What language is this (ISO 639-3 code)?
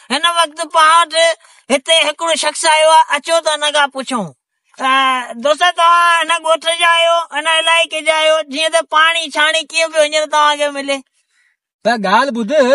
snd